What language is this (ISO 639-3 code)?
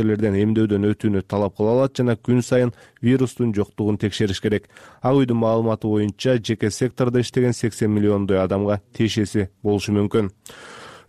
kir